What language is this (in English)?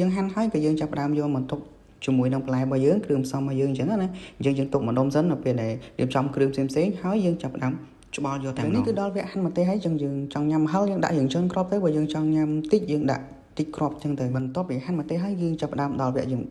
Khmer